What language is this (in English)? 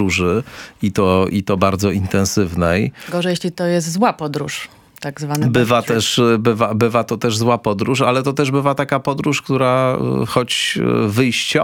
Polish